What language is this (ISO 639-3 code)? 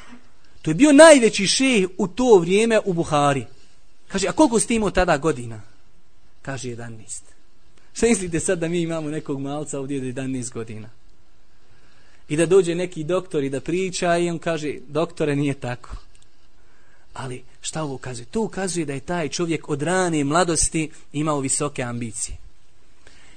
bos